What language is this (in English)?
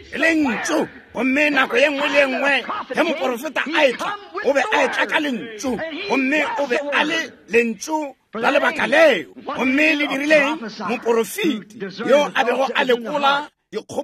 Northern Sotho